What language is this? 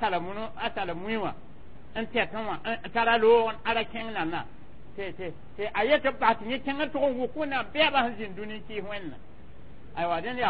Mossi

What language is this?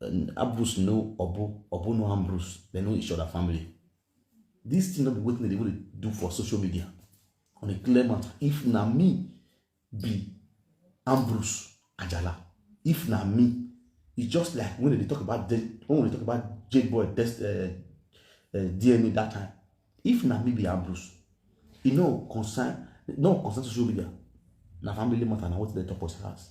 Nigerian Pidgin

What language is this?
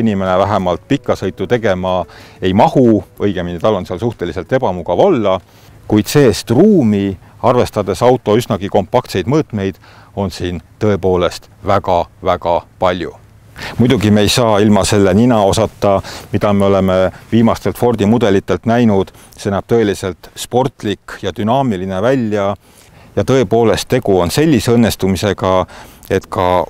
Estonian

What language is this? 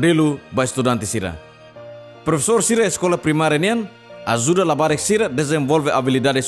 Tetum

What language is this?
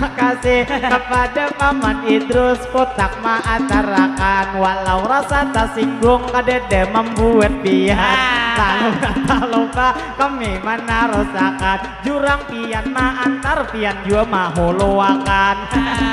Banjar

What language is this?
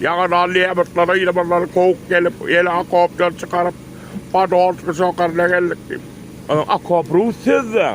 Turkmen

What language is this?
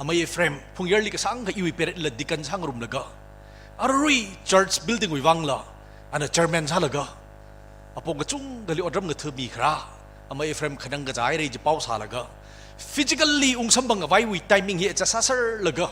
Tangkhul Naga (India)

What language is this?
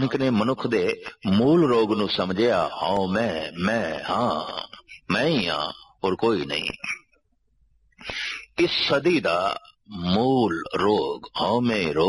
Punjabi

